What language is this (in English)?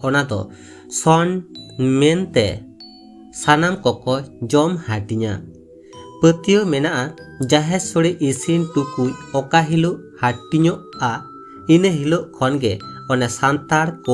Santali